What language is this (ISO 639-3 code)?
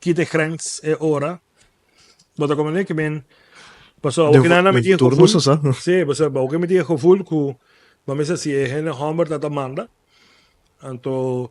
pap